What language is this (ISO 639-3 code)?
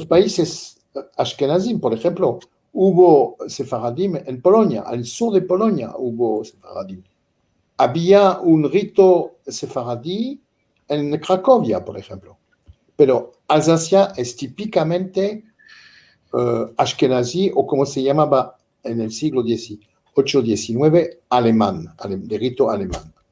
lad